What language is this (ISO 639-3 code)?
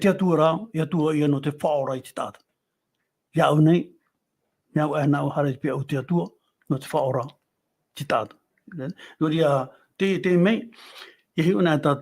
tah